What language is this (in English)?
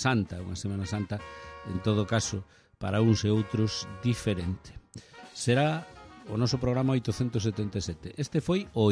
Galician